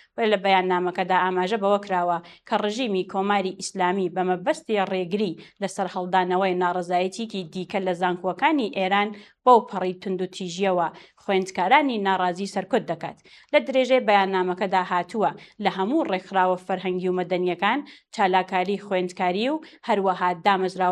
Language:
Central Kurdish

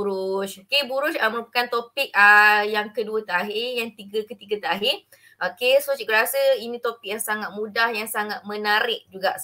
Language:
Malay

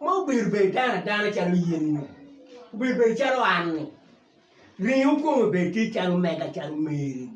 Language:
Acoli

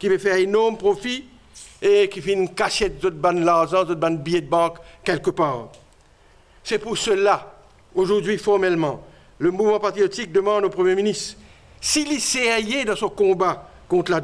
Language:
Morisyen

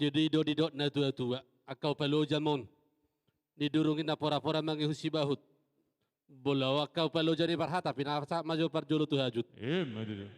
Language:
Batak Toba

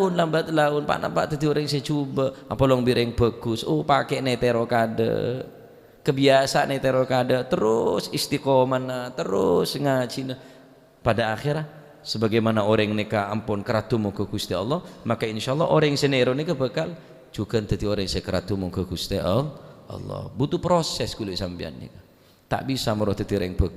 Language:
Madurese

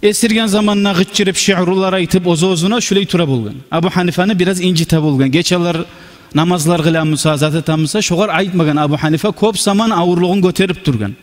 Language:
Kumyk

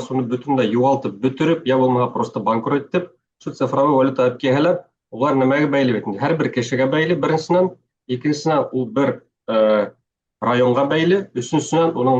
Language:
Bashkir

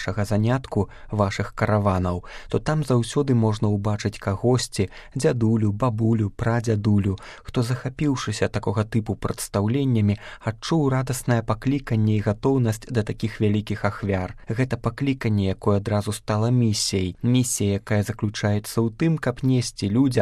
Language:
Belarusian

